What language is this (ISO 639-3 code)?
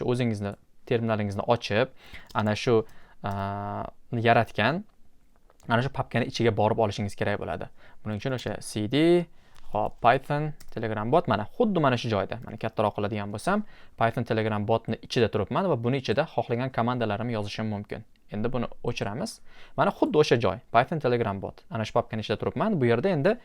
uzb